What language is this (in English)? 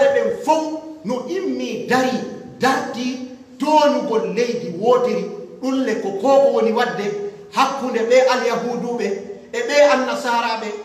Pular